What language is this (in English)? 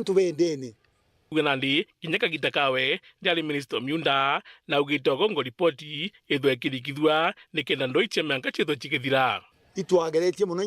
Meru